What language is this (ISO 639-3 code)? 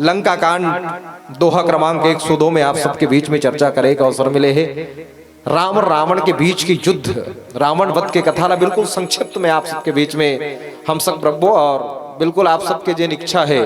hne